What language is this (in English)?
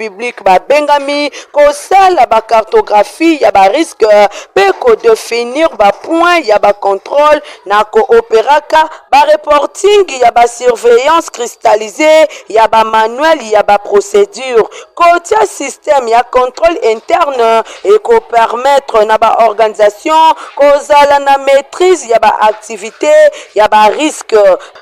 Lingala